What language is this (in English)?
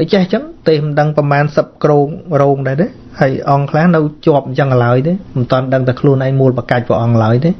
Khmer